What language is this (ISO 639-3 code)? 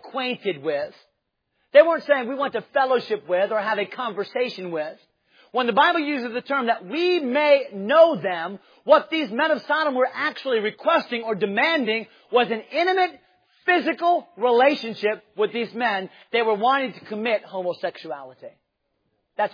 eng